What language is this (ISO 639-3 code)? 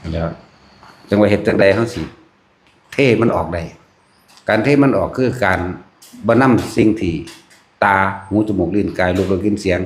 tts